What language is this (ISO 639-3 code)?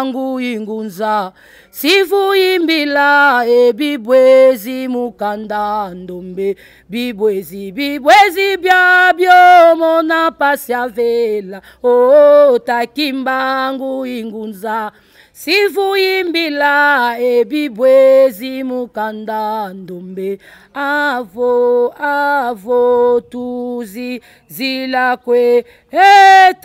lin